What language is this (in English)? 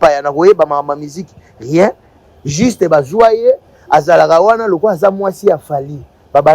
Lingala